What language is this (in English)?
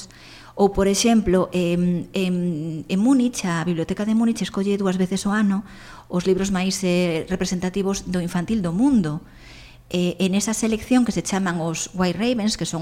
Galician